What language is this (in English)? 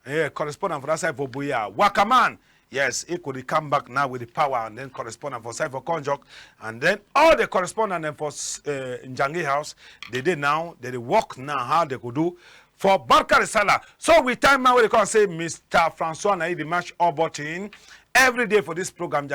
Cameroon Pidgin